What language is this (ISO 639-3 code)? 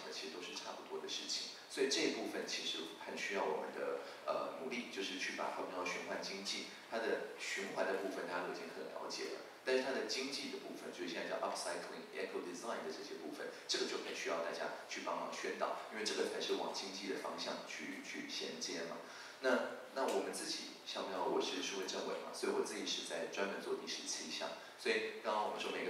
zho